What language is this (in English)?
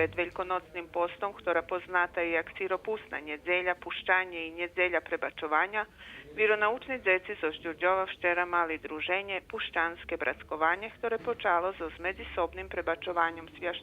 Rusyn